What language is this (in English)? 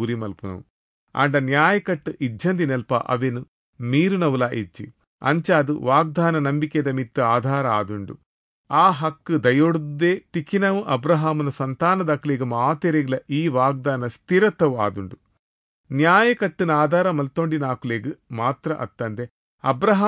Tulu